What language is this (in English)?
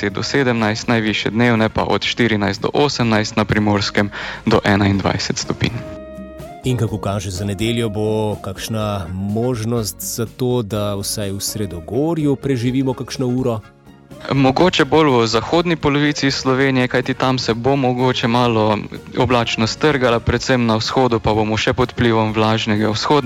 Slovenian